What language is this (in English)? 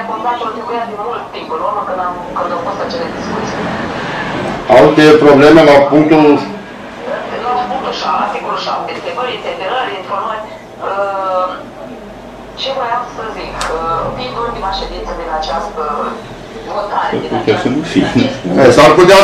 Romanian